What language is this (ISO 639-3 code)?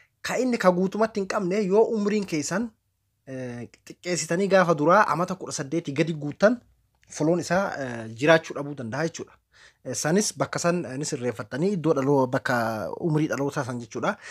orm